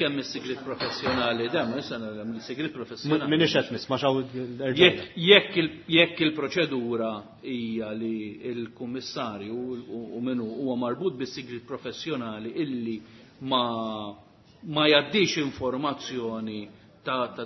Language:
Maltese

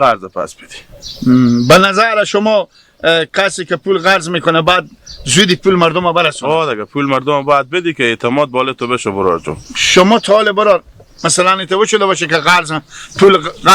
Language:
Hazaragi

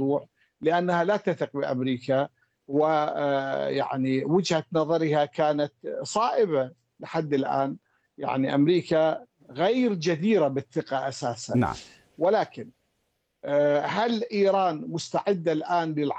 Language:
Arabic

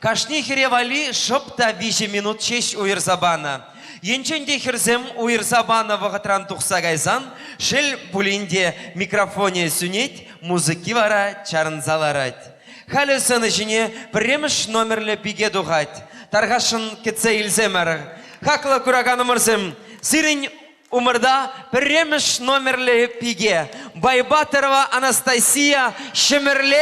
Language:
Chuvash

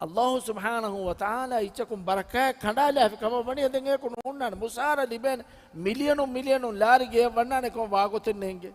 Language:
Divehi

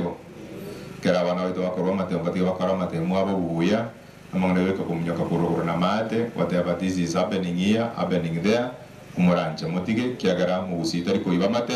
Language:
Gusii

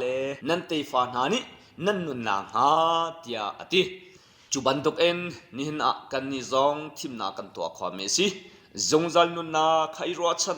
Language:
Hakha Chin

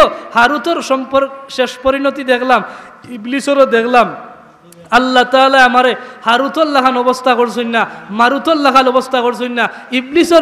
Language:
Sylheti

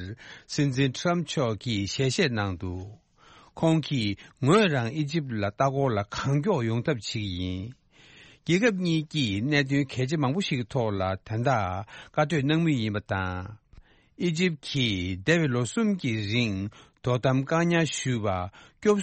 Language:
Tibetan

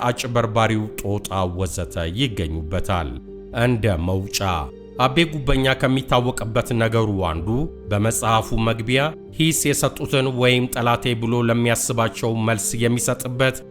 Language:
Amharic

